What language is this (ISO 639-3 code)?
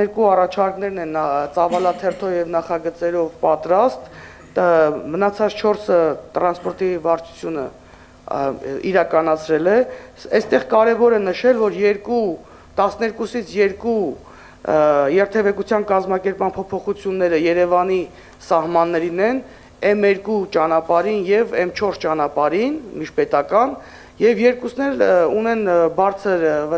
hye